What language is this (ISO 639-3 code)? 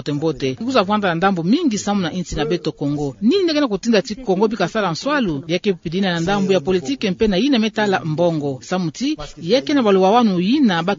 ktu